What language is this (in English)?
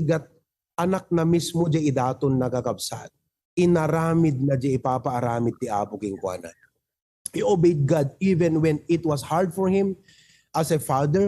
Iloko